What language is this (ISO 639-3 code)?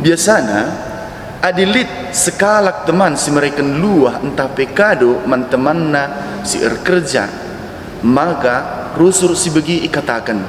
btx